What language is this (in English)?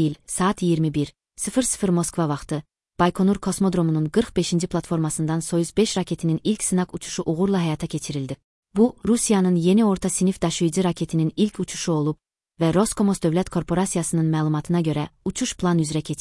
Azerbaijani